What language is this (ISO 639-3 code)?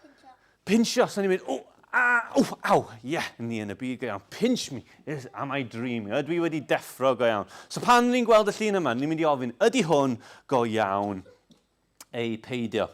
cym